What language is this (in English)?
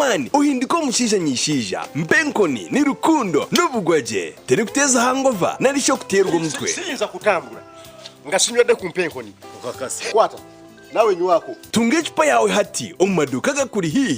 Nyankole